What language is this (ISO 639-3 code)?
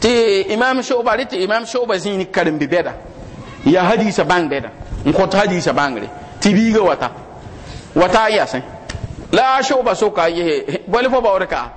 mos